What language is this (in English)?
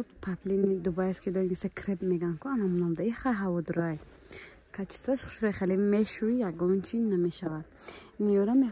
Tajik